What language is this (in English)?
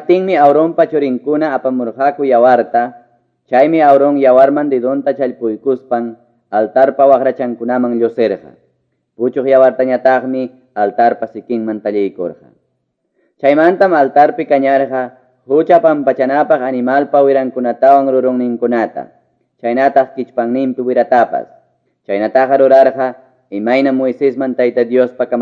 Quechua